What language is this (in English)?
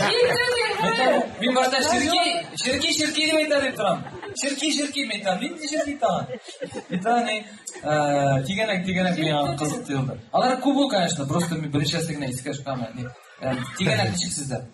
Tatar